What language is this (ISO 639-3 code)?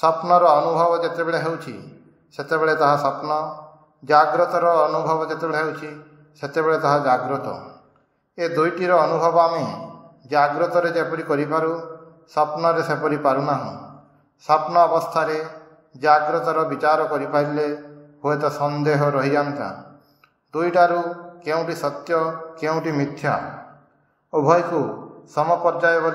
ori